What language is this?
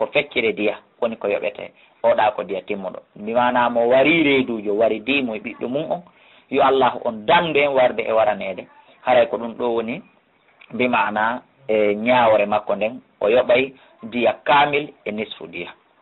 Fula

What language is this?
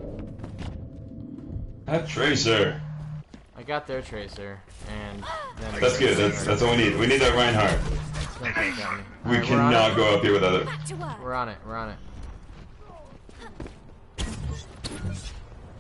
English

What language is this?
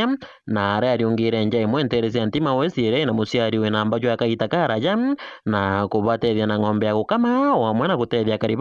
Meru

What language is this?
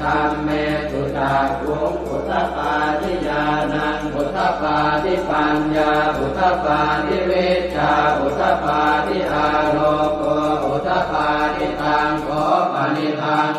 Pali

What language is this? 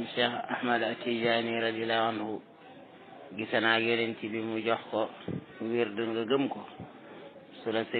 Wolof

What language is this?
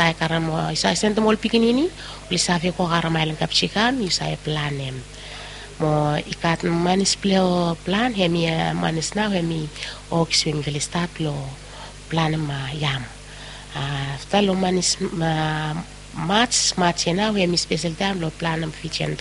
Bislama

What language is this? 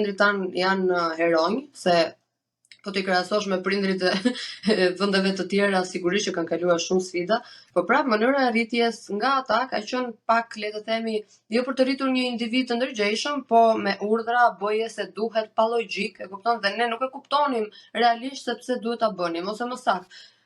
Albanian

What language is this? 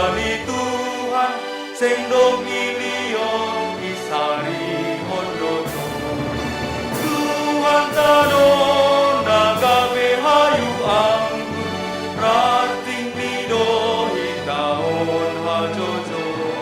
Batak Simalungun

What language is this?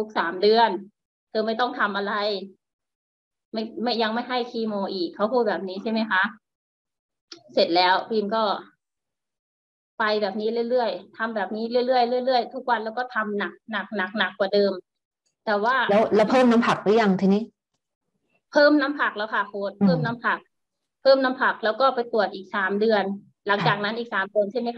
Thai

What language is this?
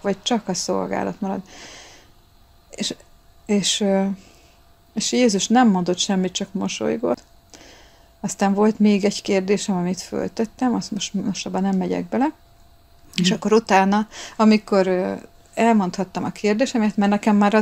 Hungarian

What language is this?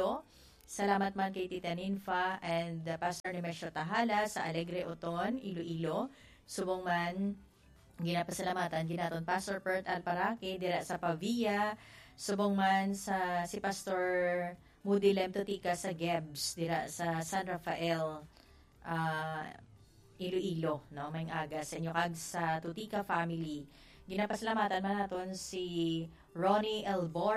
Hiligaynon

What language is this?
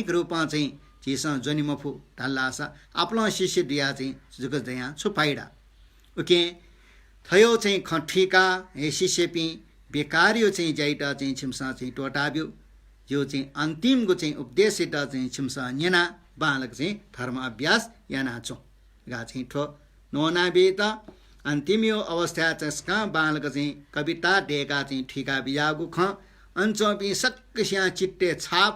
Newari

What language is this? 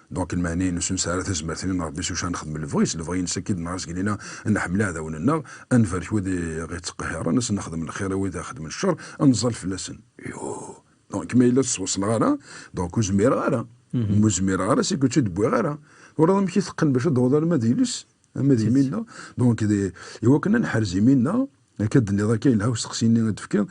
Kabyle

